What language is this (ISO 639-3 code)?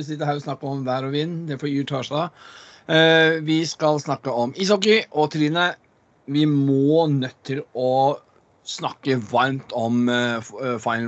nor